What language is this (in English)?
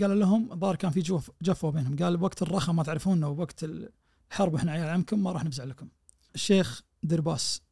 Najdi Arabic